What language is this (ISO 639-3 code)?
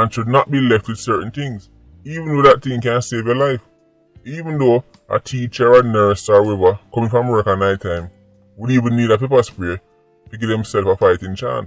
jam